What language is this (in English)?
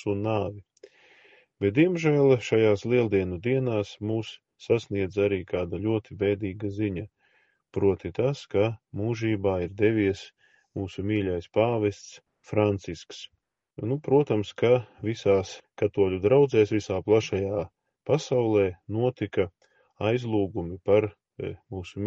Latvian